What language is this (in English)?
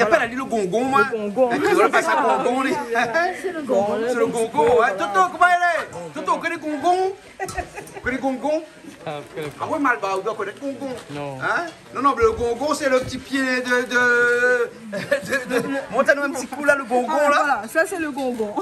Réunion Creole French